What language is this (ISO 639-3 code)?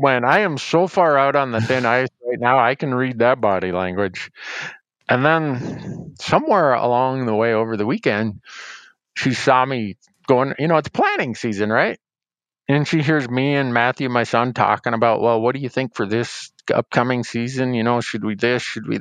eng